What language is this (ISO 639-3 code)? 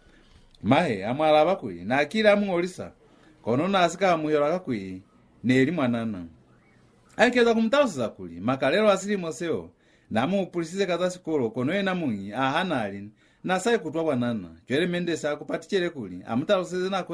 loz